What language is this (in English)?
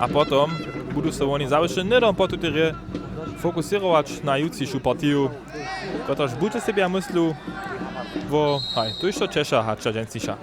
Upper Sorbian